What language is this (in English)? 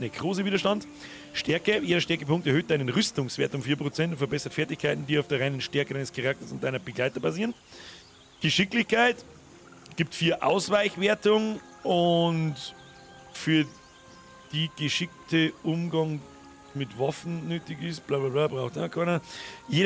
Bavarian